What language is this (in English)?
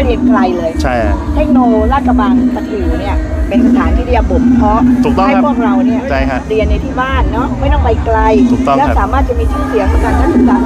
Thai